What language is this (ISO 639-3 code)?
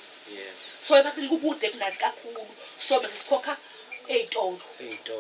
zul